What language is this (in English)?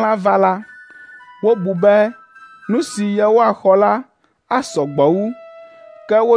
Ewe